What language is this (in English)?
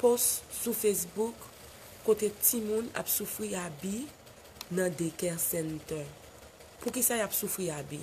Haitian Creole